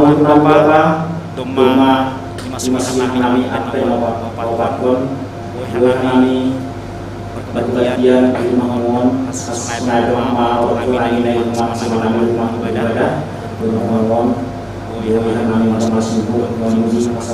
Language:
Batak Simalungun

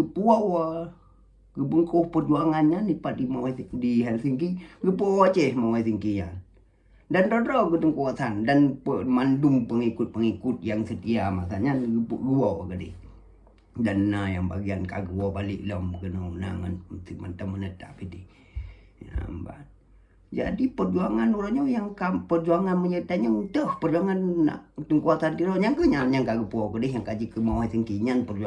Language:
Achinese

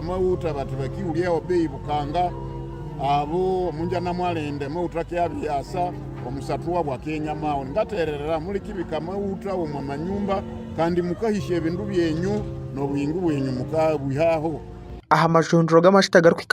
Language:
Nyankole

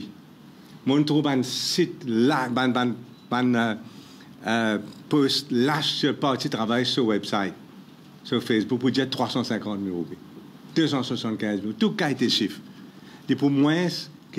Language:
Morisyen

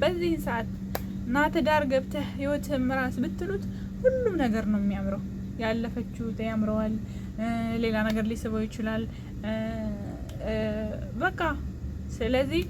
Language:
Amharic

